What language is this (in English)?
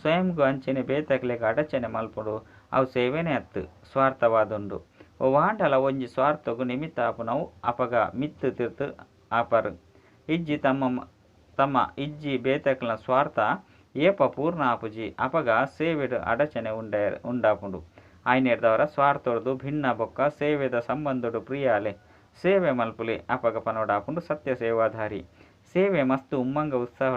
Tulu